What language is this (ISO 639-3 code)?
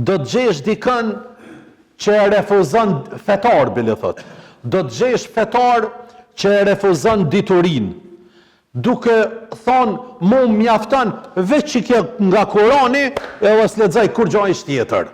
sqi